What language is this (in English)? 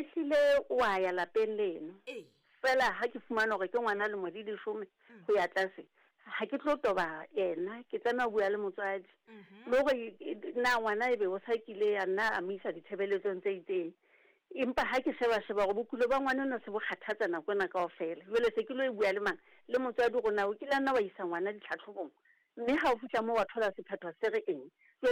Southern Sotho